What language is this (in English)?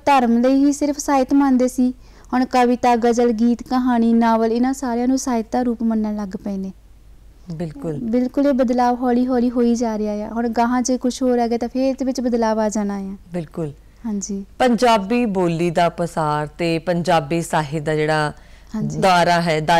Punjabi